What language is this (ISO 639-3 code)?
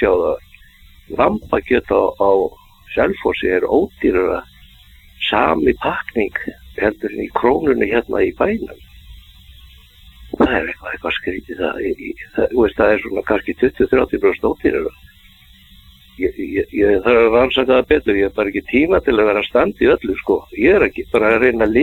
isl